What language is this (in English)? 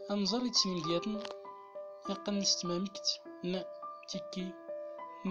Central Atlas Tamazight